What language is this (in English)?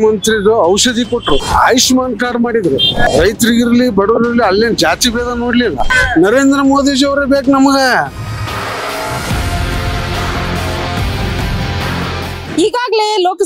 Kannada